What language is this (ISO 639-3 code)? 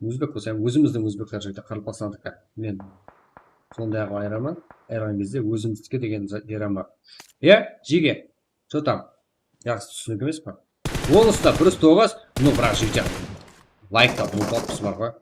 kaa